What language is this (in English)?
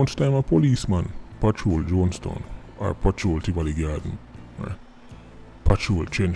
Jamaican Creole English